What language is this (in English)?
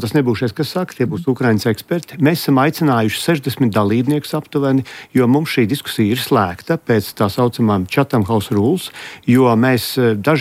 Latvian